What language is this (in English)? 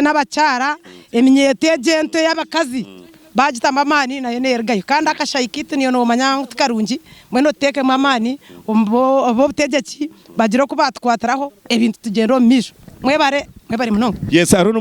Nyankole